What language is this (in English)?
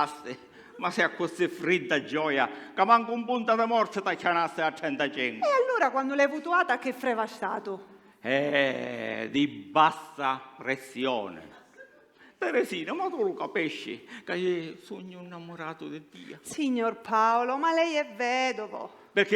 Sicilian